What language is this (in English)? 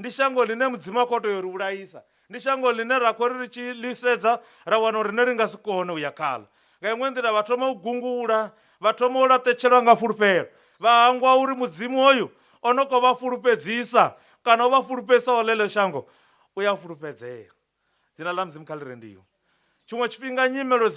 Venda